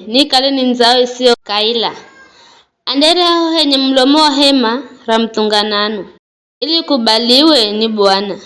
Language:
Giryama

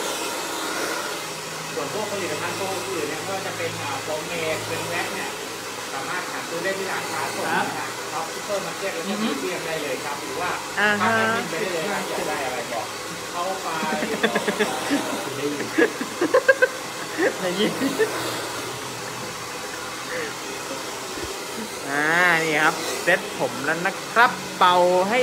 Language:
Thai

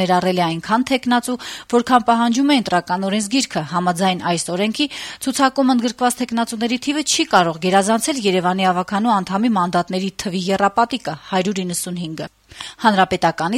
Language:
Armenian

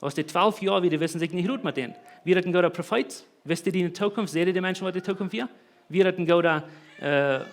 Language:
Plautdietsch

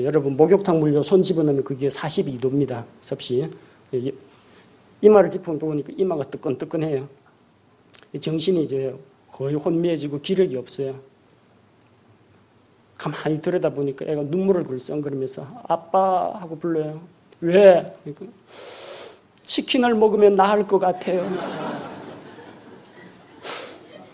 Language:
Korean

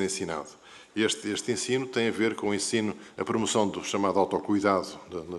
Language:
Portuguese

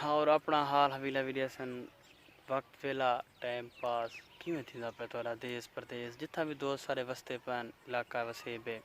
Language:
Saraiki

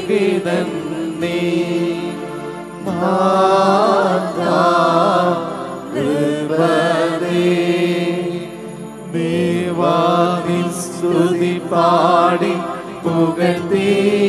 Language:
Malayalam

